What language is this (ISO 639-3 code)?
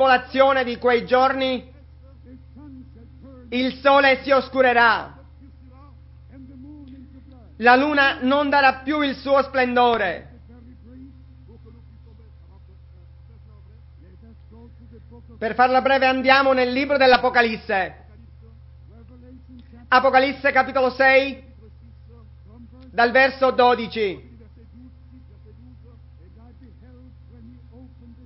ita